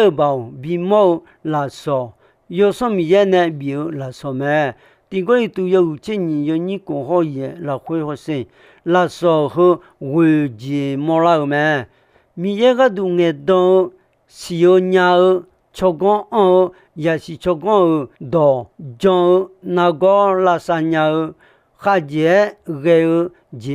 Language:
Akha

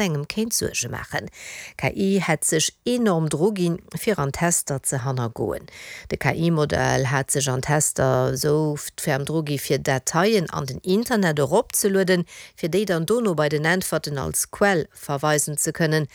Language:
Luxembourgish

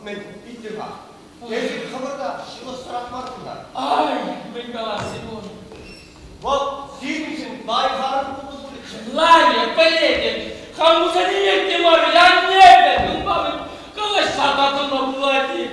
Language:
Chuvash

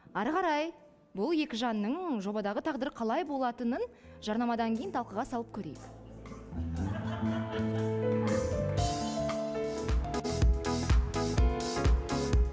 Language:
Kazakh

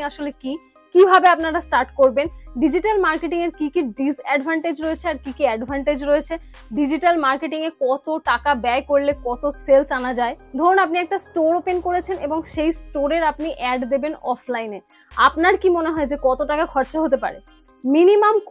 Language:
Bangla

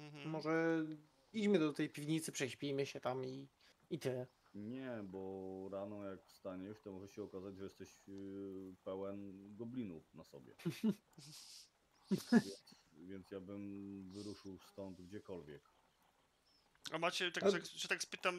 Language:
Polish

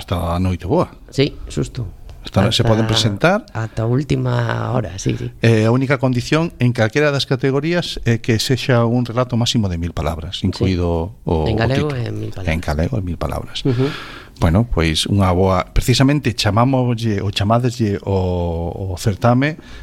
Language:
Galician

